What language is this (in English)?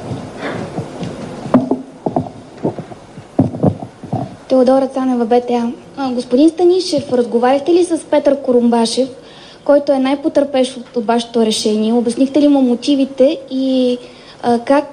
Bulgarian